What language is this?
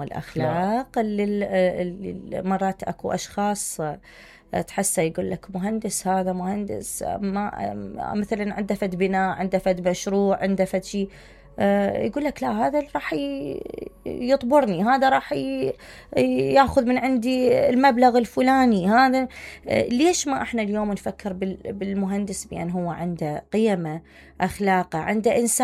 Mesopotamian Arabic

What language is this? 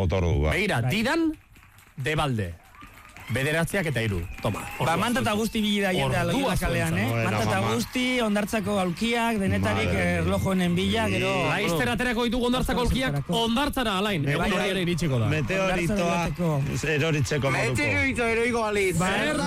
Basque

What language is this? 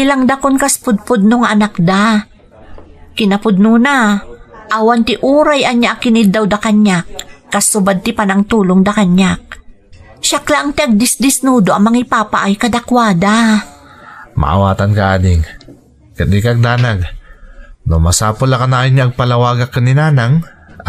Iloko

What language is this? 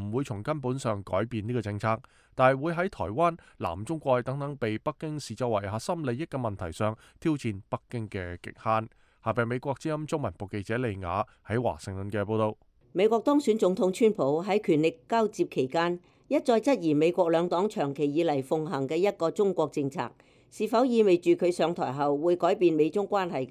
Cantonese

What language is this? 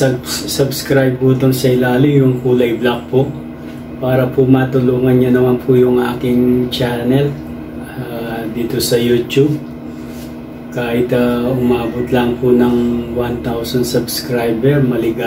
Filipino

